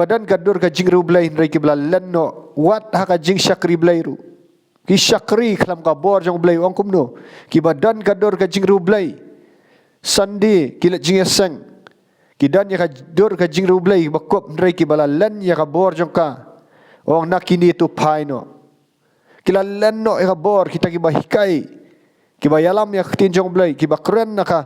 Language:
Khasi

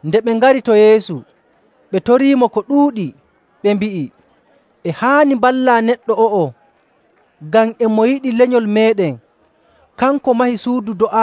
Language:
Nigerian Fulfulde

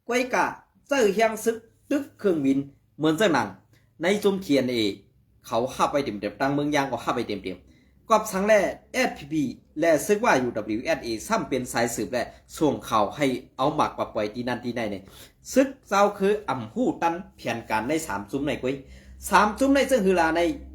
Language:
Shan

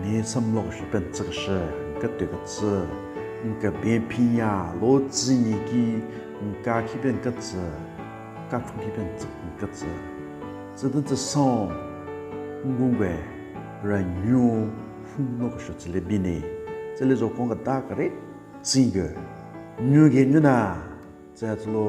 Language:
Southern Rengma Naga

